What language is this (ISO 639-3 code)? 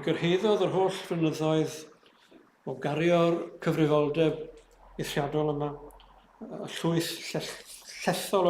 cym